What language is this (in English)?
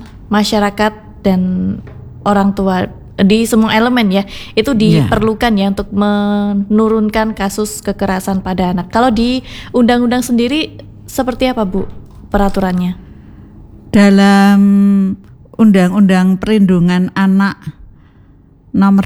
Indonesian